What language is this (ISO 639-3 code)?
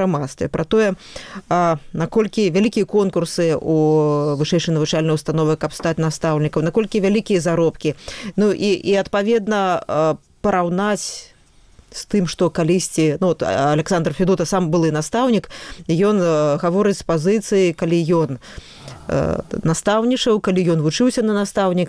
bel